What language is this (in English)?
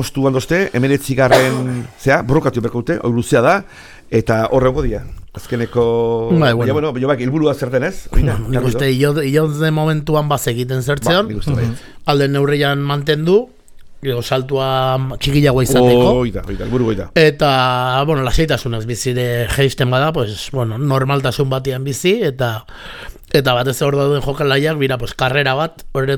Basque